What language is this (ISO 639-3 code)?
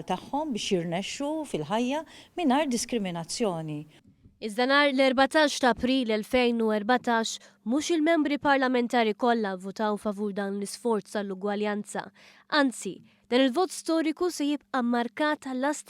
mlt